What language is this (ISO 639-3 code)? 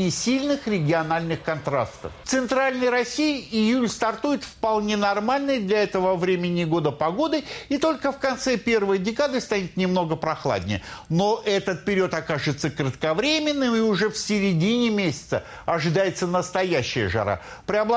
rus